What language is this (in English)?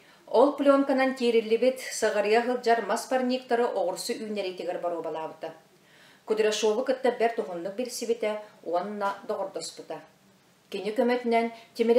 Yakut